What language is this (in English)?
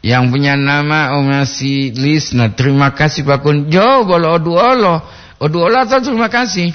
Gorontalo